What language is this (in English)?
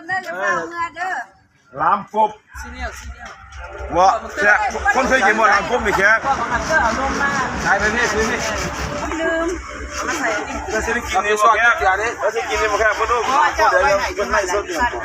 Northeastern Thai